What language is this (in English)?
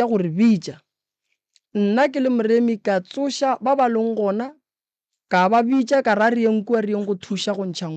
Northern Sotho